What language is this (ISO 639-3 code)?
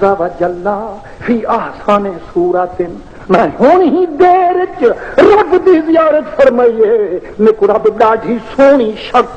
skr